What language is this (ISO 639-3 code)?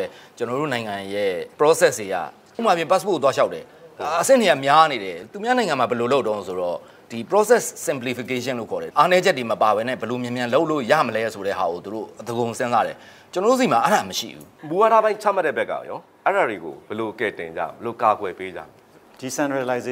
mya